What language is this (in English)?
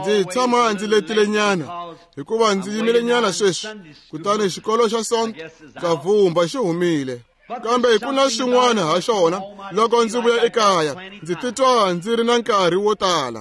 Tsonga